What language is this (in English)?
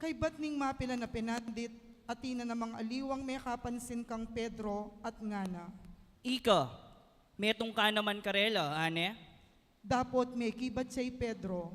Pampanga